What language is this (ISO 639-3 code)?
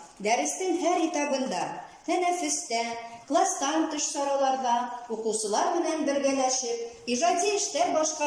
bak